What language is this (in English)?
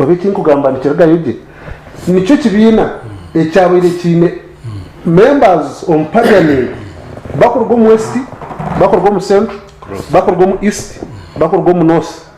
Nyankole